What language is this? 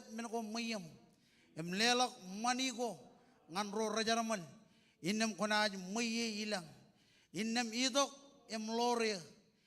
Marshallese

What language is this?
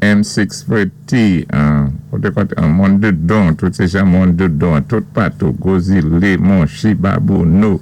Saint Lucian Creole French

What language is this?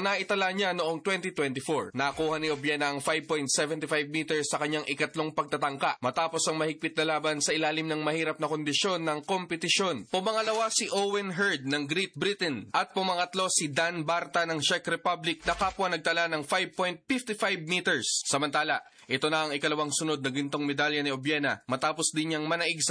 Filipino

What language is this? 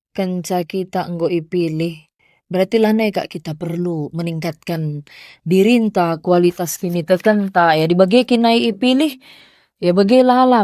Batak Karo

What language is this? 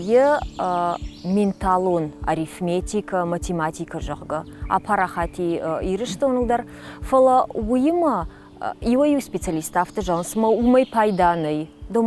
Ossetic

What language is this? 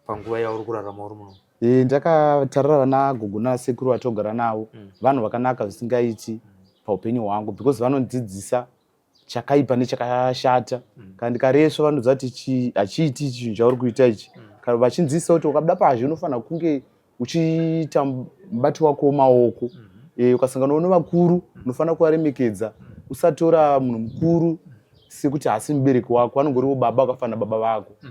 Shona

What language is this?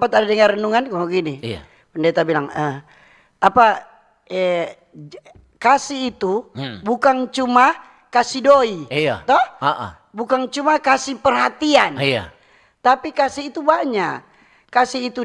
Manado Malay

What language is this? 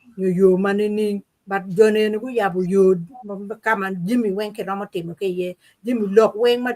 Acoli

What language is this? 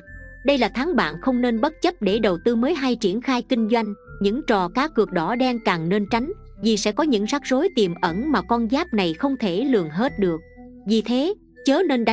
Vietnamese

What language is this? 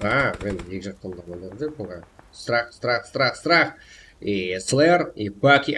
Kara-Kalpak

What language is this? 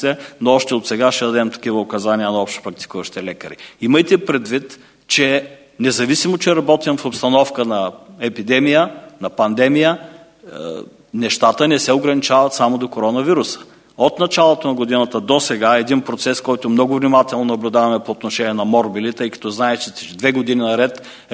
Bulgarian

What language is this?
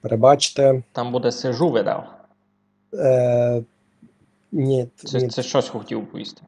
Rusyn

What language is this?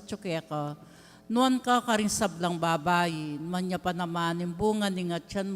Pampanga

